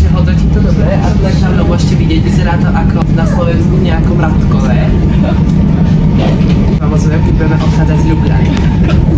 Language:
Slovak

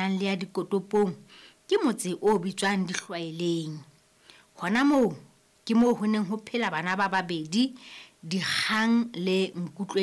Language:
Southern Sotho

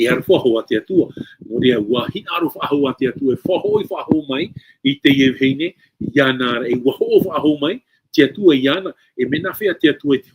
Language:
Tahitian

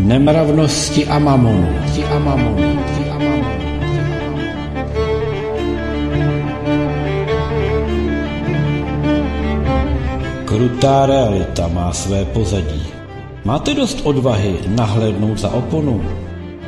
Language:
Czech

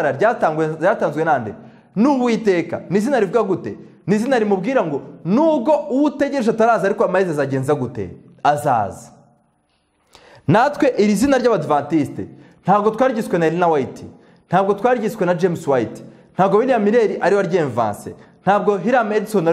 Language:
Kinyarwanda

